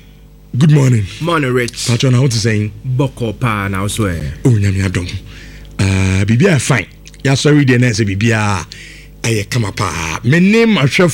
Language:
Akan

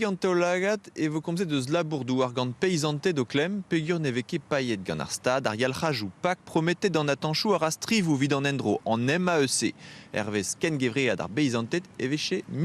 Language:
Breton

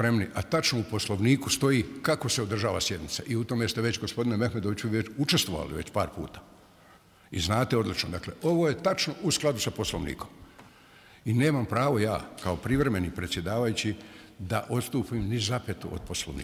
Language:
Bosnian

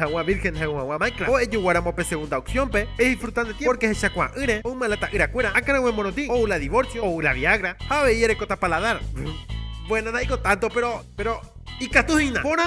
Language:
Guarani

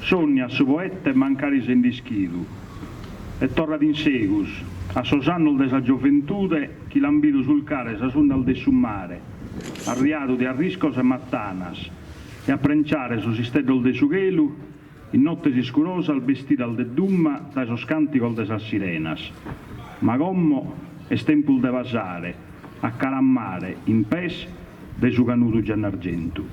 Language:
Sardinian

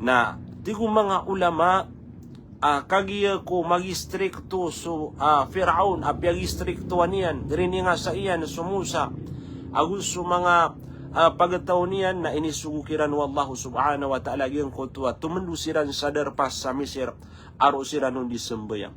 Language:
Maranao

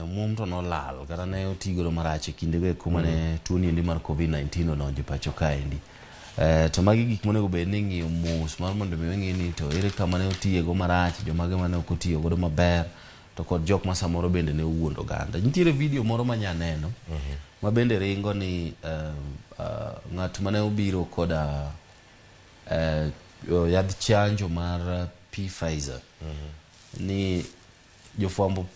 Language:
Luo (Kenya and Tanzania)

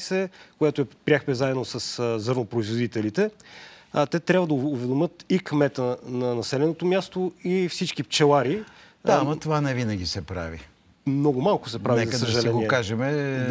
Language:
Bulgarian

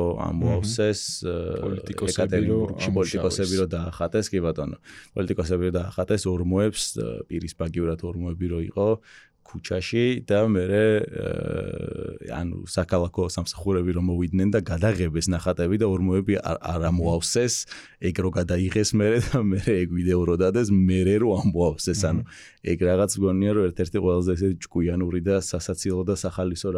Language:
Georgian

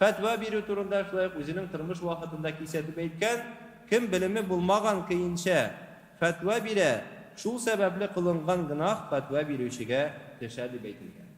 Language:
Tatar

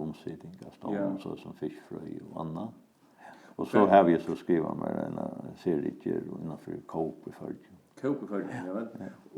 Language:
Faroese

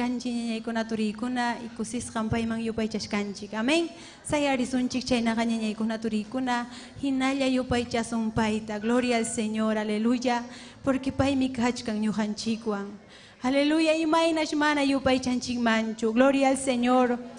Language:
Ayacucho Quechua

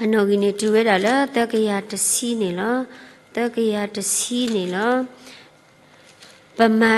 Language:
S'gaw Karen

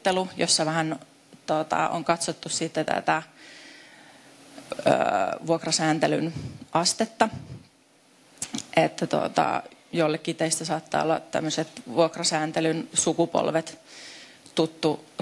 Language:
Finnish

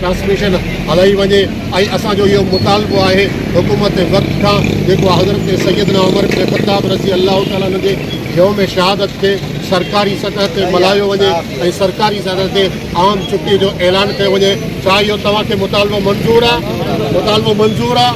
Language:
Sindhi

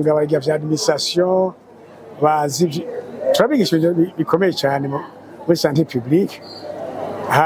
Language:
Rundi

